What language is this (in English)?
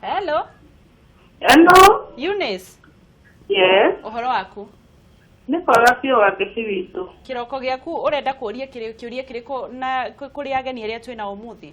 Kikuyu